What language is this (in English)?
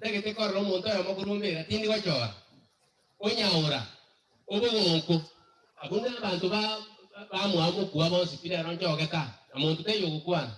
Gusii